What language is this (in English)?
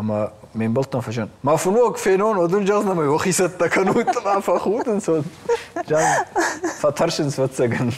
Ossetic